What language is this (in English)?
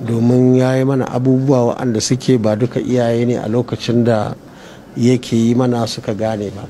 Hausa